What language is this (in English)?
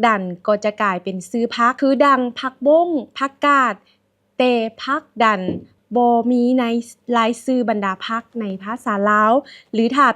Lao